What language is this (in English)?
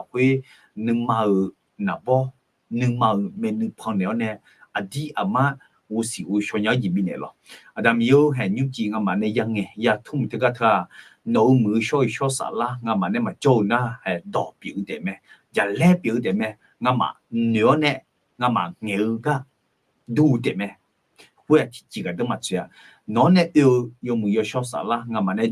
Akha